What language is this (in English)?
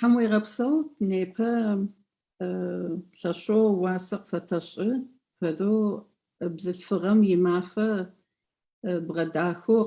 Adyghe